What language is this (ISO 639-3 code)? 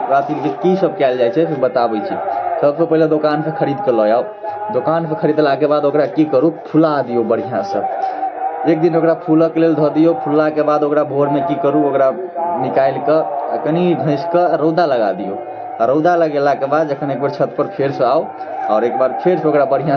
mai